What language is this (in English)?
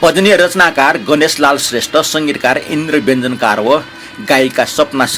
Newari